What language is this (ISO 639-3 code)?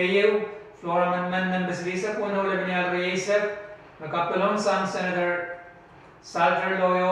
pon